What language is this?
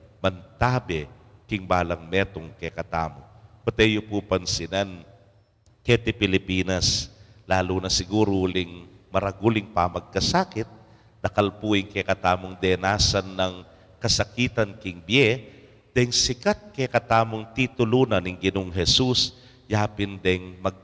Pampanga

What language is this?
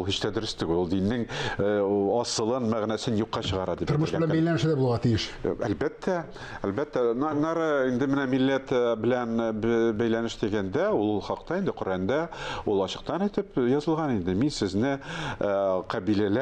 Tatar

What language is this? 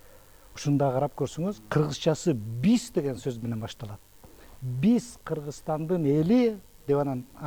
Kyrgyz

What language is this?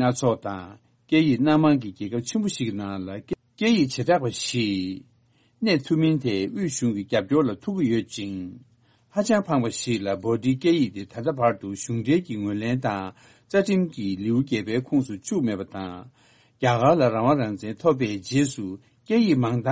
Tibetan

